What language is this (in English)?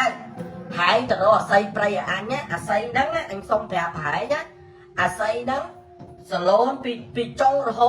Khmer